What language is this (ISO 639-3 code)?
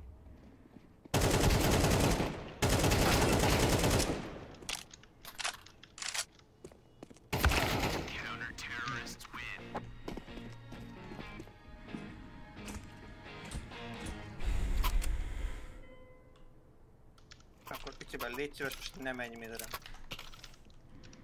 hun